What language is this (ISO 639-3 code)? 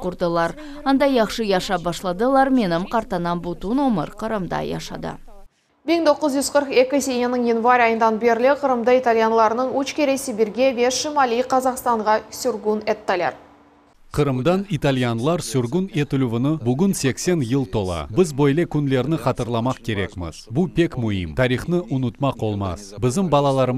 crh